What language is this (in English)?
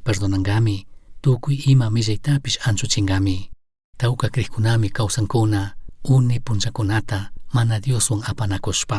Chimborazo Highland Quichua